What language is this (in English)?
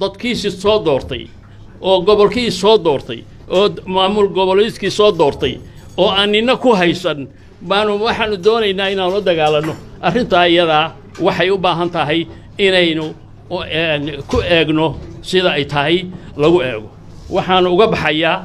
Somali